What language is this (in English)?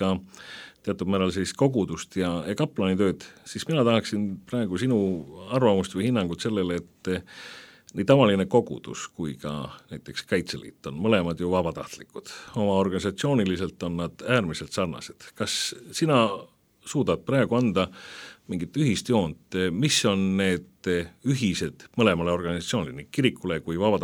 Estonian